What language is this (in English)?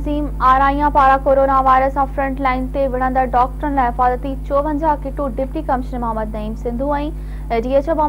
Sindhi